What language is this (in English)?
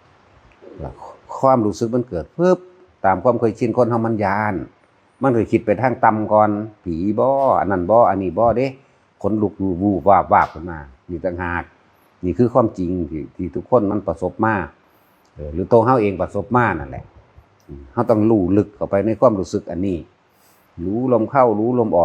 Northeastern Thai